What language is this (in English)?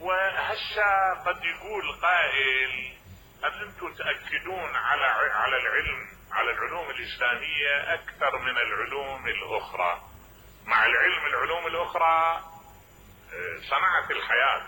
Mesopotamian Arabic